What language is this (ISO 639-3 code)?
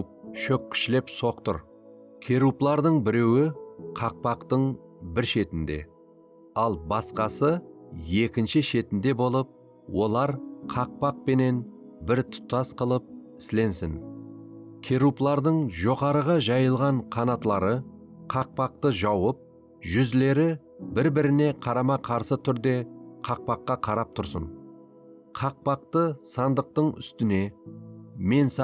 kaa